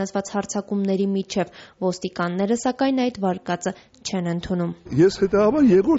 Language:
Armenian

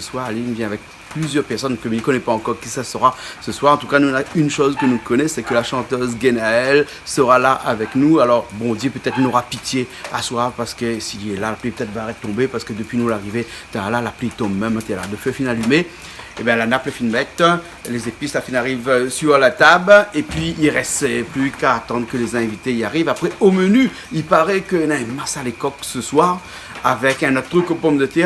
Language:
Réunion Creole French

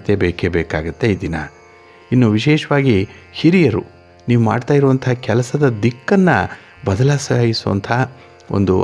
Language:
Kannada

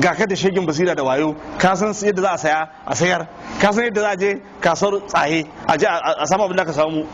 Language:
Hausa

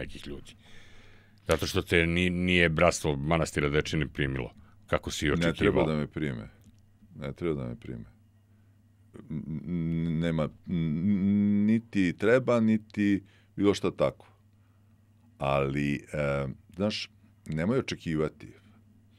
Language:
Serbian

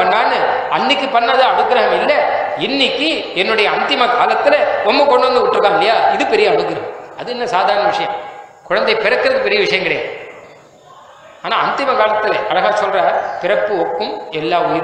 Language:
Tamil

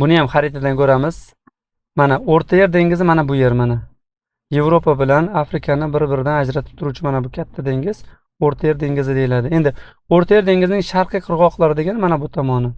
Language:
Uzbek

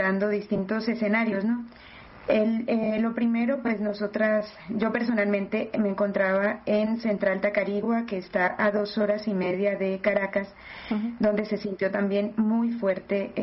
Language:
Spanish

